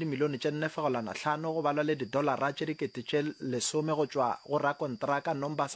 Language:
Northern Sotho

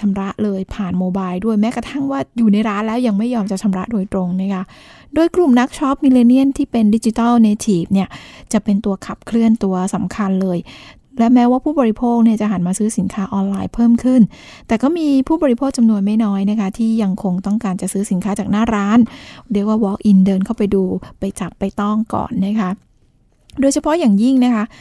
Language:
Thai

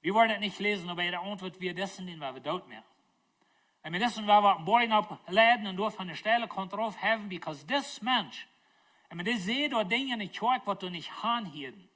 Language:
Plautdietsch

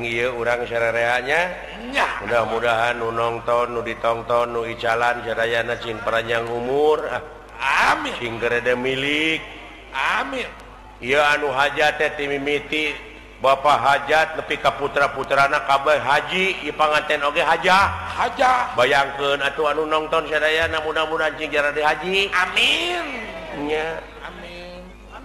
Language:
Sundanese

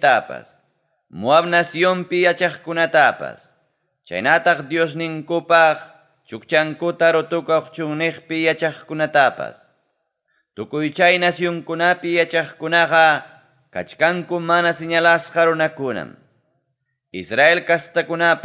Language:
Ayacucho Quechua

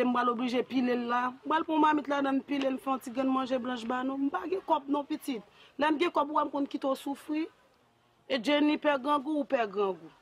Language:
Haitian Creole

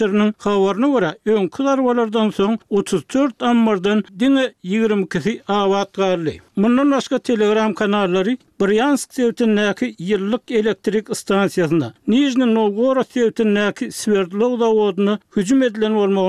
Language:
Turkmen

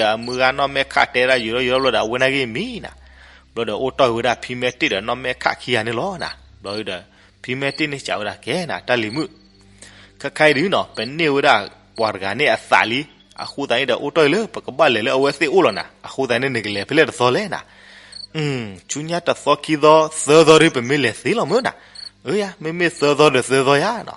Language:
S'gaw Karen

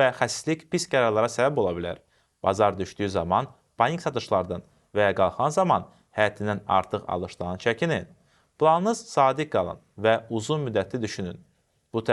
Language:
Azerbaijani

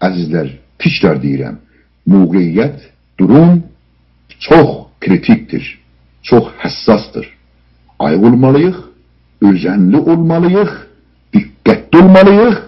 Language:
South Azerbaijani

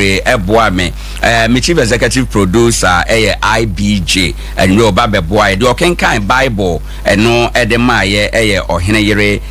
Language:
Akan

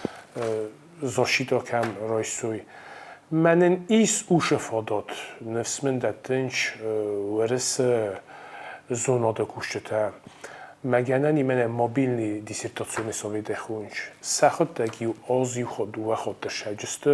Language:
Ossetic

